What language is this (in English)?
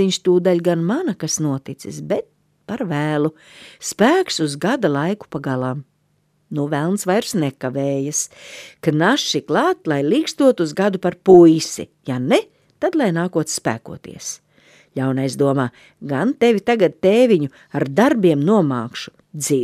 Latvian